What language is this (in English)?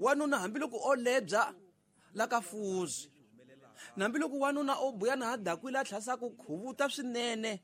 Tsonga